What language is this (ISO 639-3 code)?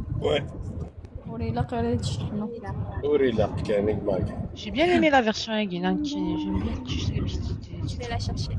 kab